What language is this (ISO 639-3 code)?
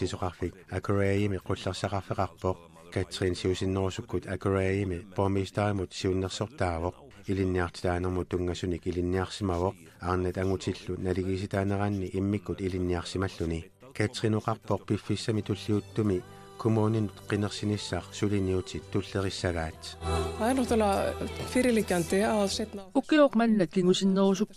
kal